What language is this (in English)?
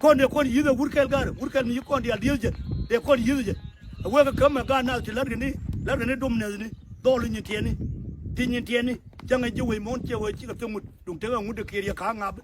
Nuer